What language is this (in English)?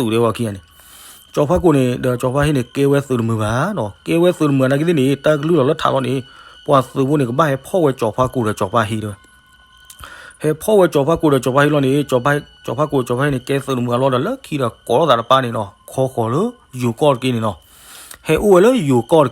S'gaw Karen